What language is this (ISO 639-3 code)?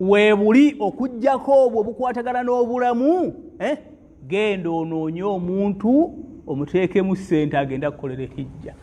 lug